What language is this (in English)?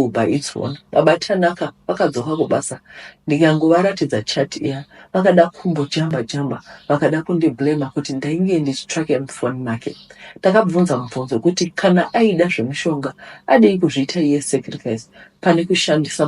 Shona